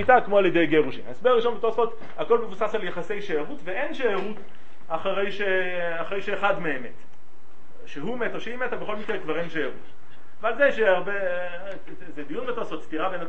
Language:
Hebrew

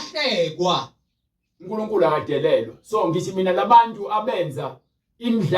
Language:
Zulu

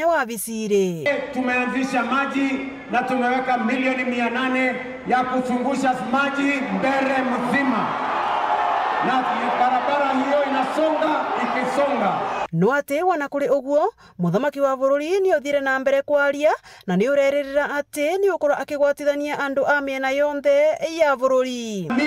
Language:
Meru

